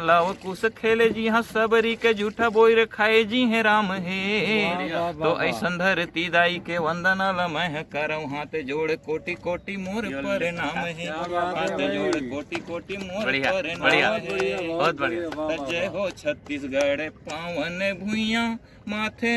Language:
Chhattisgarhi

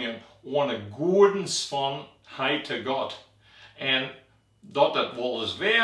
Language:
Western Frisian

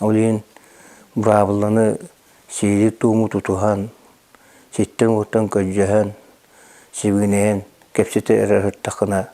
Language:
Yakut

